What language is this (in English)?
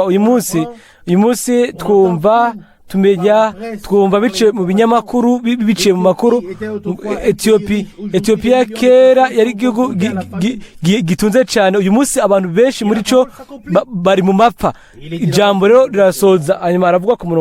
Rundi